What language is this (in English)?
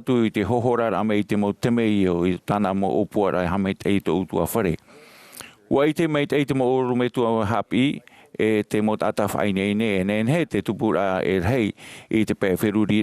Tahitian